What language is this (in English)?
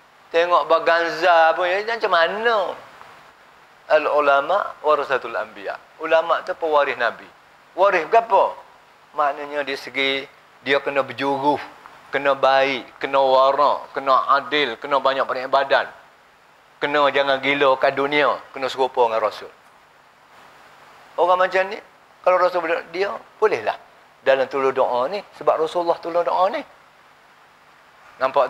Malay